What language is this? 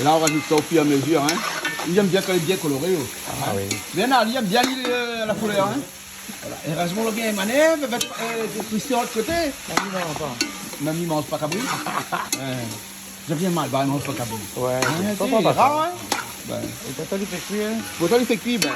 Réunion Creole French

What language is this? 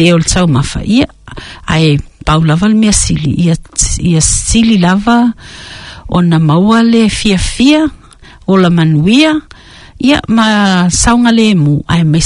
Samoan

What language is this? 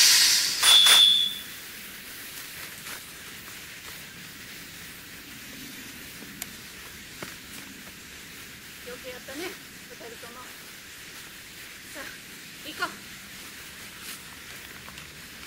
Japanese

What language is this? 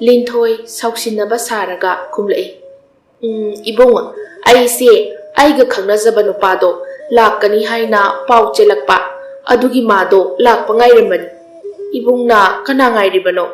Manipuri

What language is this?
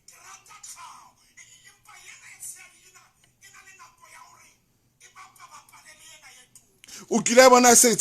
Southern Sotho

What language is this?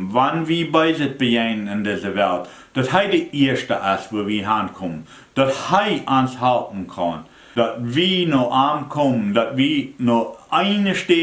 Plautdietsch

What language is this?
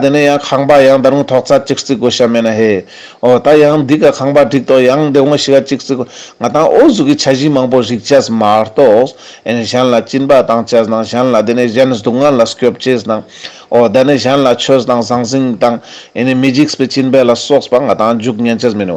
Ladakhi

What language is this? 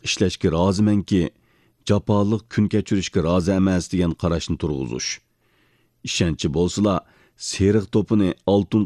Uyghur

